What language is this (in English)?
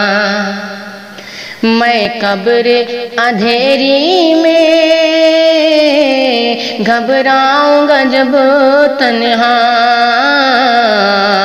Urdu